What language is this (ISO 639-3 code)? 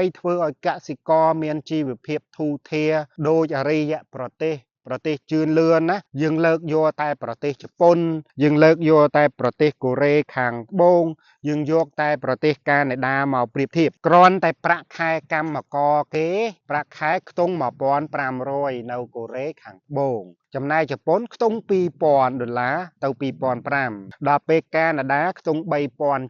khm